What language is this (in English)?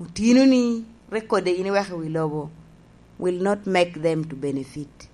Lango (Uganda)